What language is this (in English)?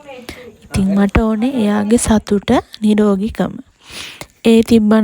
Sinhala